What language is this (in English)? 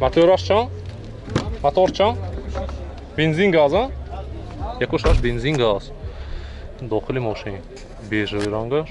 Tajik